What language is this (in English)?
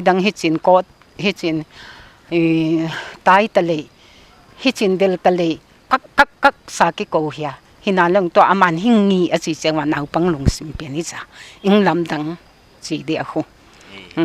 Paite Chin